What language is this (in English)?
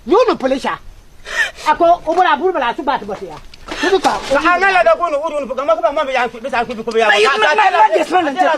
Konkomba